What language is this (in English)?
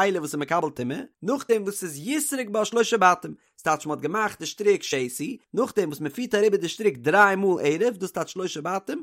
Yiddish